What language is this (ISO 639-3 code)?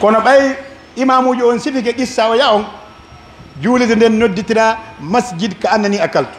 fuf